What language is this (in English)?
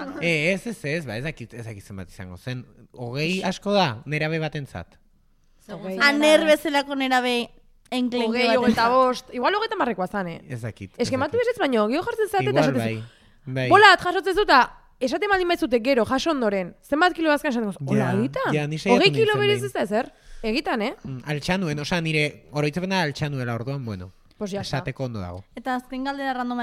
Basque